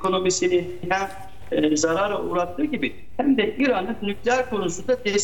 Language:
Turkish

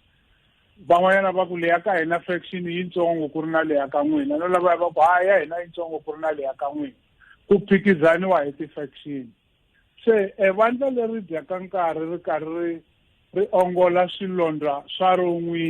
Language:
Tsonga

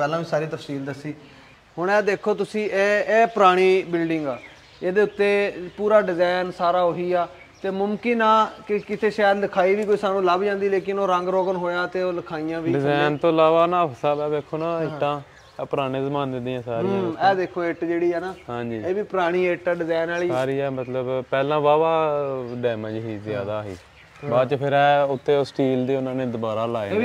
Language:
Punjabi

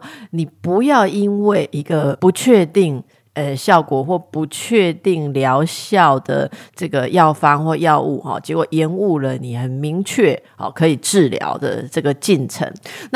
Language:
Chinese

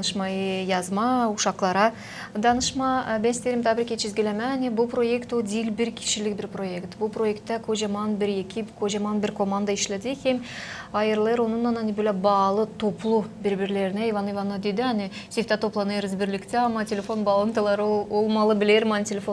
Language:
Gagauz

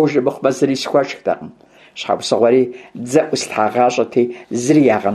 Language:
Kabardian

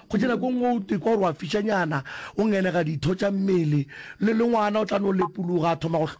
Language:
Northern Sotho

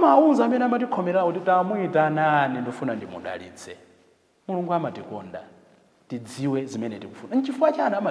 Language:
Nyanja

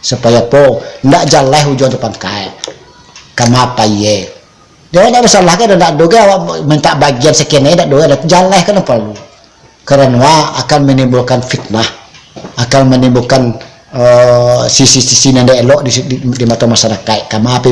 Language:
Minangkabau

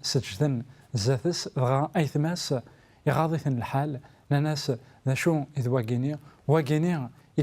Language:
Kabyle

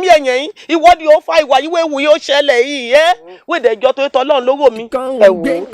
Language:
Yoruba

